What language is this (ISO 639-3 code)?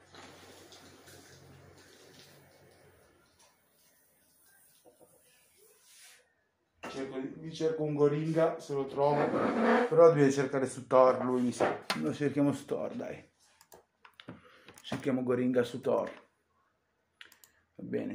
ita